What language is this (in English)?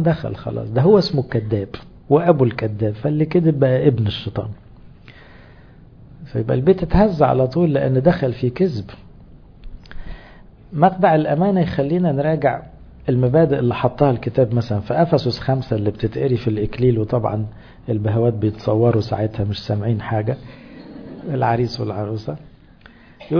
Egyptian Arabic